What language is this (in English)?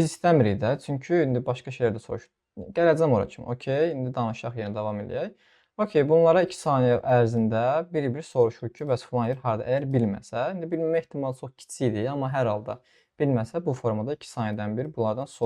Azerbaijani